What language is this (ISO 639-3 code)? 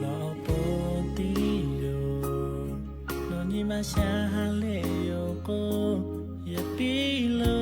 lhu